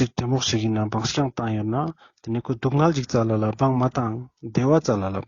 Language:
Ladakhi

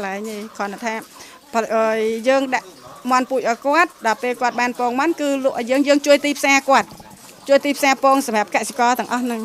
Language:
Khmer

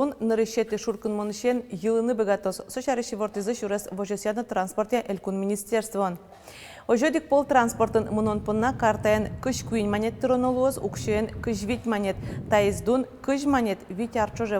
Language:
Udmurt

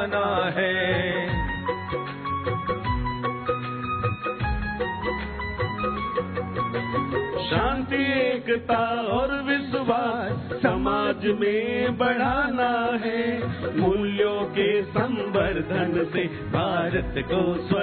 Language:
Hindi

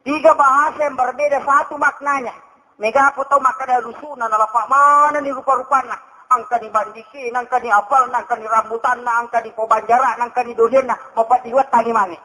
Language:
Buginese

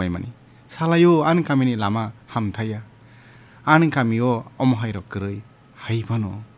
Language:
Kok Borok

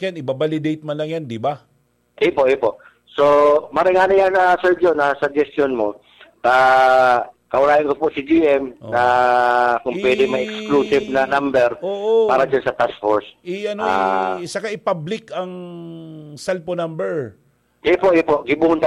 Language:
Bikol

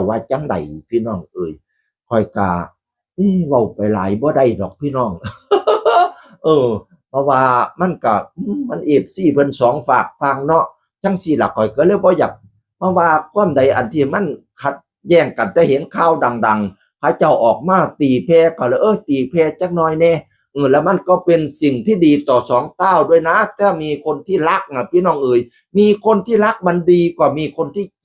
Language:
Northeastern Thai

